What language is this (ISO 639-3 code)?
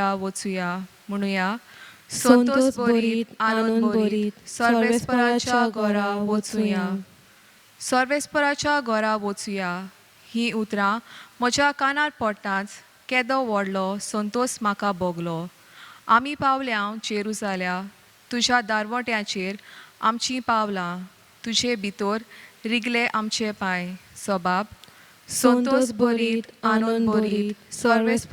kok